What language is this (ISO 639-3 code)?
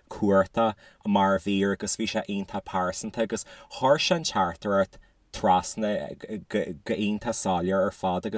gle